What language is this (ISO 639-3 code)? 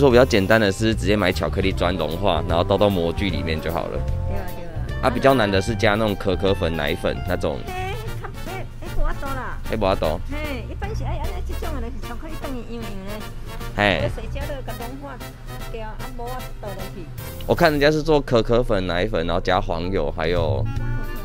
zho